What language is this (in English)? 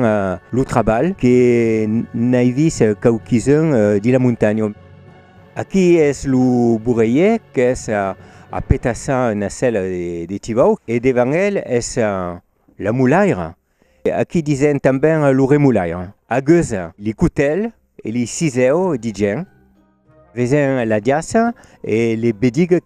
Occitan